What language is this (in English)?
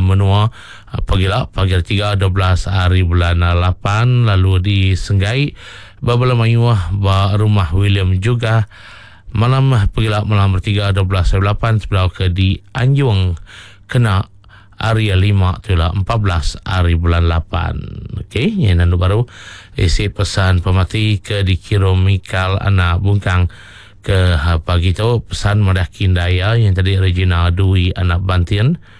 Iban